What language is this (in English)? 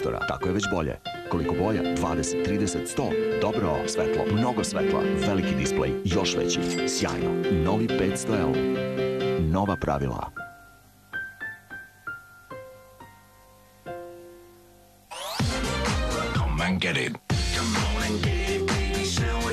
Serbian